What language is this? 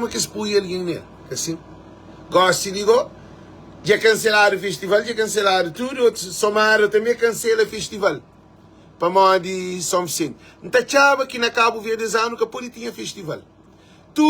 Kabuverdianu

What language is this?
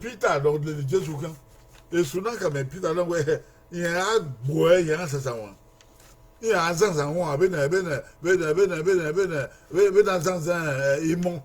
Bini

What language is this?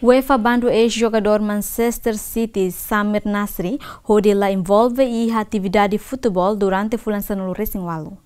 Tetum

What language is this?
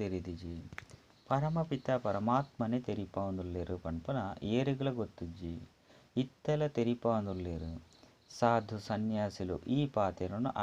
Tulu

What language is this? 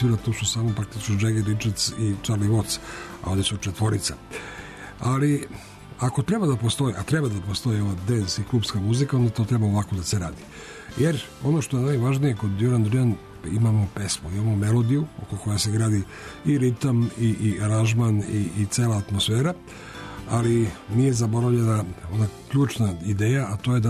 Serbian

